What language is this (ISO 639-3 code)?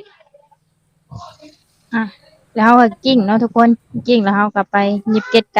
lao